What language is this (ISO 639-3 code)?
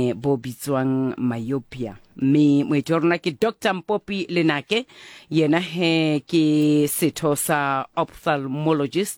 sot